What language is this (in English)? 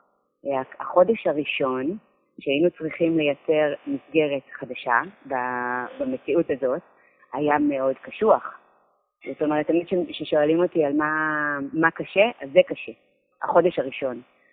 Hebrew